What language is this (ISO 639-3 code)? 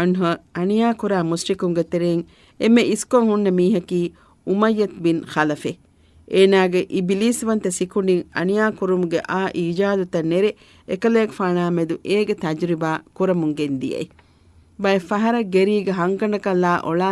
div